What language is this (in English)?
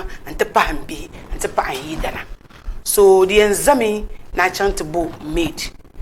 Dagbani